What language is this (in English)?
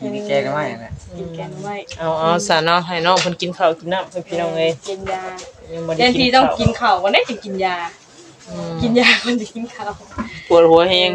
Northeastern Thai